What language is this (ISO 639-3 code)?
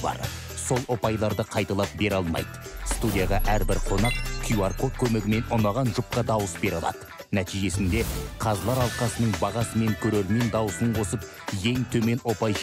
kaz